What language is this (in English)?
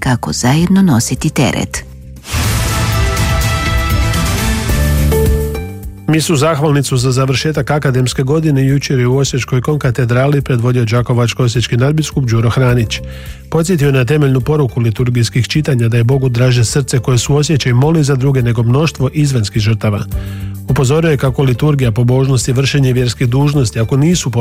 Croatian